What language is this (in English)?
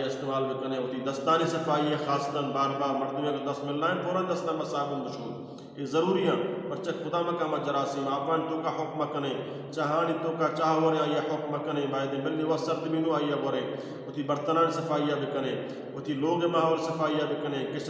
Baluchi